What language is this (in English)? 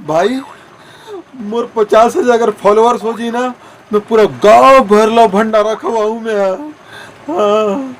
Chhattisgarhi